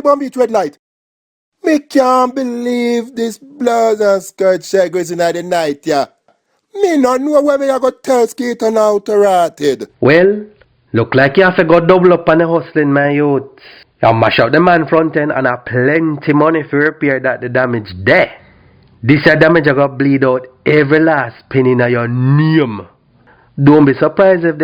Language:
Jamaican Creole English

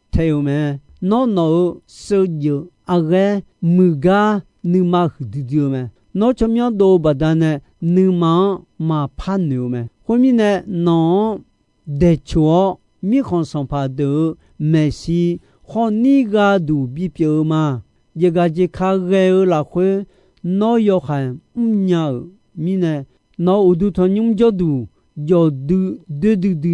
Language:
Akha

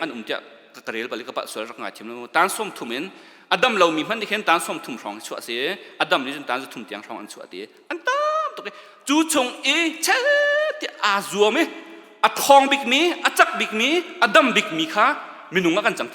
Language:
Hakha Chin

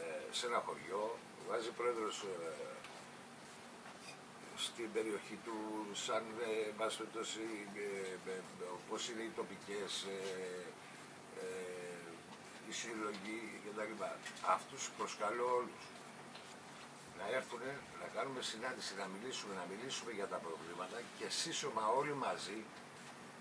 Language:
Greek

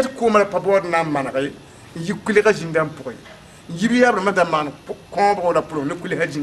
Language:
Mossi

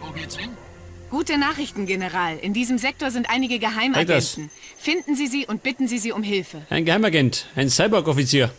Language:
Bavarian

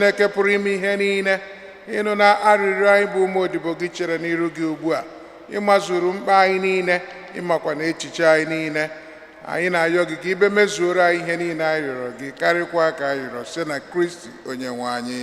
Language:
Igbo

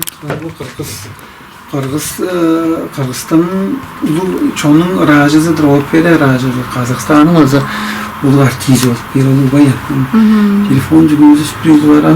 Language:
Tuvinian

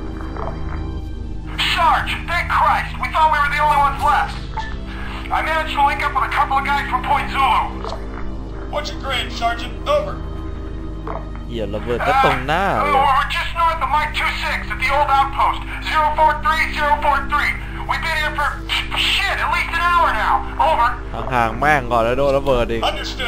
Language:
Thai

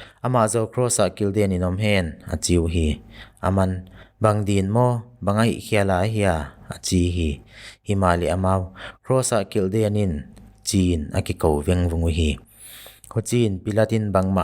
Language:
Paite Chin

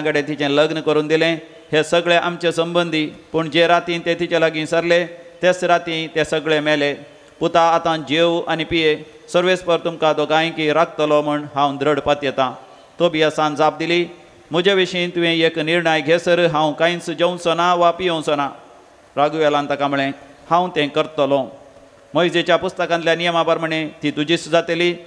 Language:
Konkani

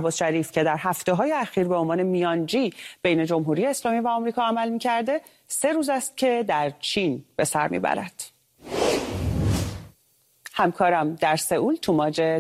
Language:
Persian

